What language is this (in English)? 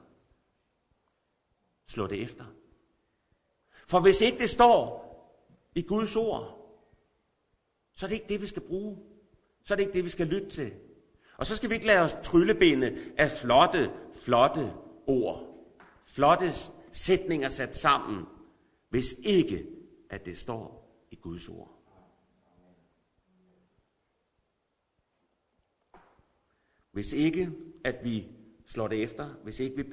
Danish